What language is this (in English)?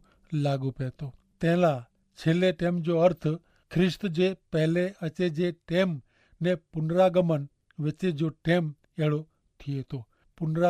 Kachhi